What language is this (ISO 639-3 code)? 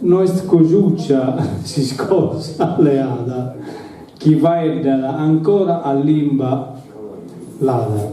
srd